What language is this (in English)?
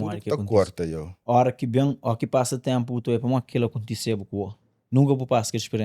Kabuverdianu